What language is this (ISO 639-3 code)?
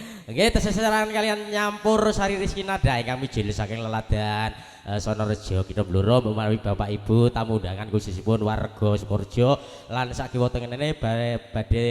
jav